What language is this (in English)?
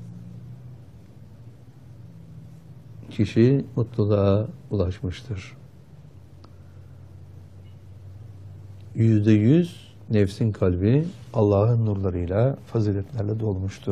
Turkish